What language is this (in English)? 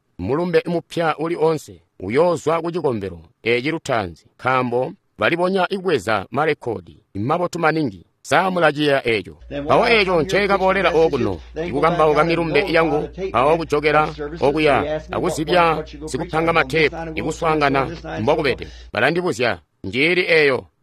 Tonga (Zambia)